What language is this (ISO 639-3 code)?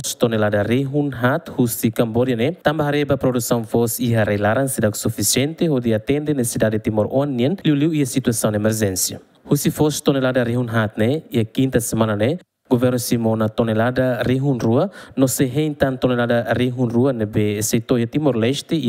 tet